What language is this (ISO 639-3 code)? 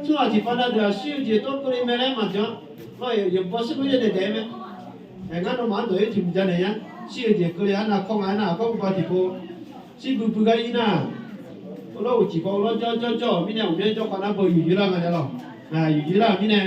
ahk